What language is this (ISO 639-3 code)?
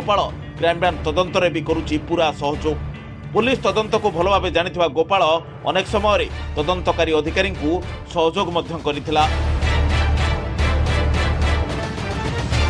ori